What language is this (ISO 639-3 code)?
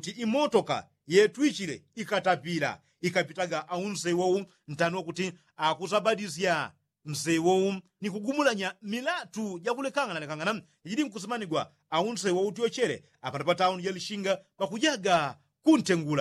yao